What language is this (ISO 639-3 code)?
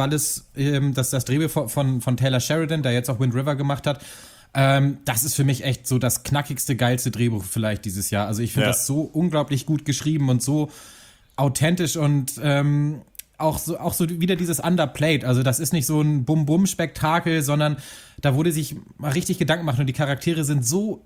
deu